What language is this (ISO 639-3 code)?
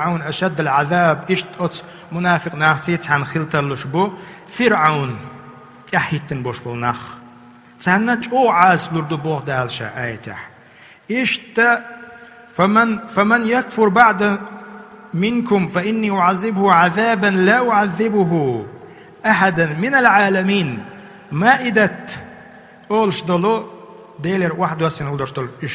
che